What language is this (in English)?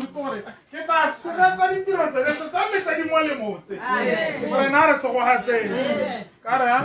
Tswana